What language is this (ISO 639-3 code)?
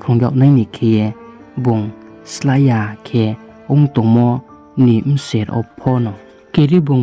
ria